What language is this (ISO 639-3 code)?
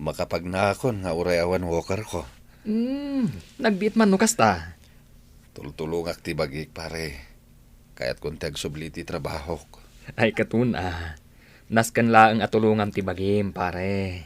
ilo